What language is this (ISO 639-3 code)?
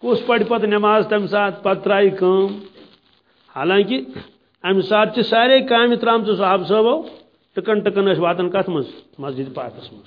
kas